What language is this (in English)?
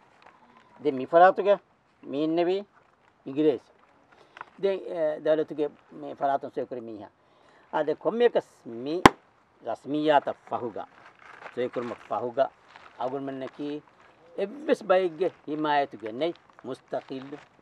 Divehi